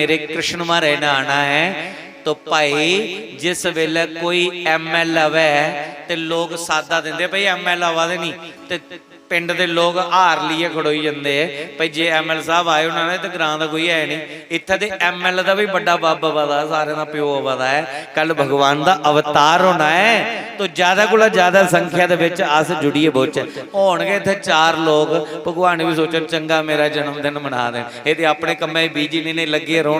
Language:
Dogri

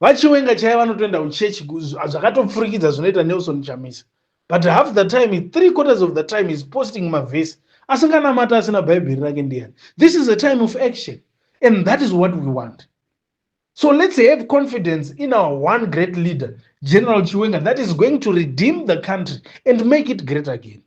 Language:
Shona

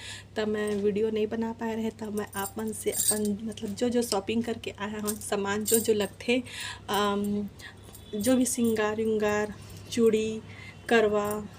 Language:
Chhattisgarhi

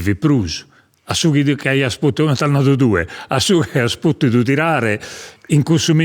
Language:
Sardinian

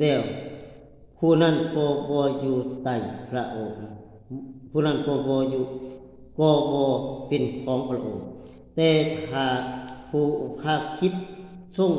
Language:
Lao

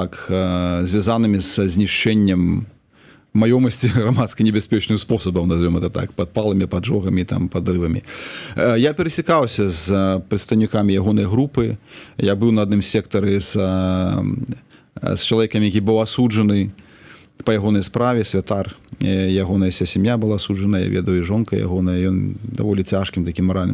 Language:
Belarusian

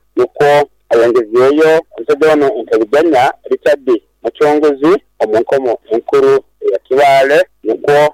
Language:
Nyoro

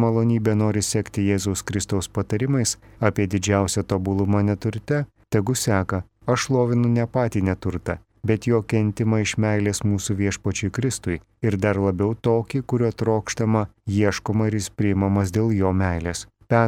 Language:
Lithuanian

